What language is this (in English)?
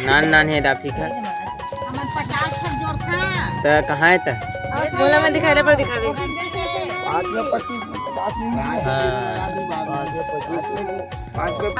Chhattisgarhi